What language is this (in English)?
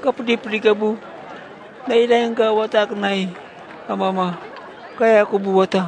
Maranao